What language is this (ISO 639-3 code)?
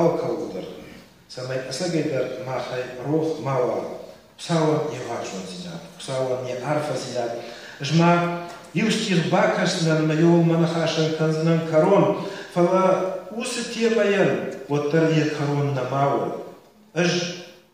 oss